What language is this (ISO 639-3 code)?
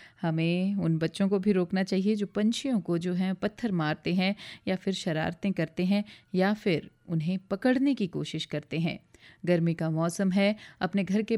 hin